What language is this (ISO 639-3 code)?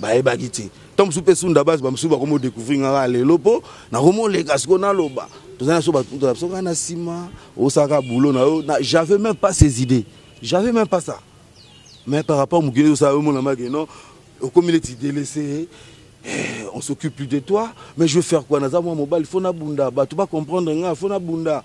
lin